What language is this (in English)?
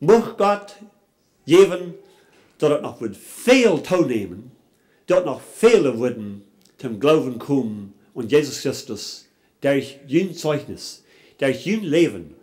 Plautdietsch